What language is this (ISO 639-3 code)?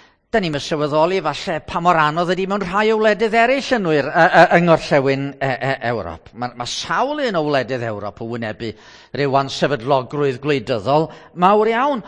cym